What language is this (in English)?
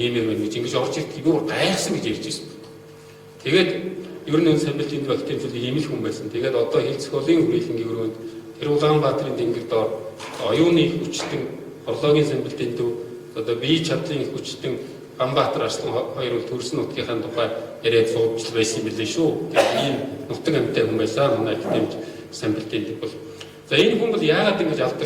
Mongolian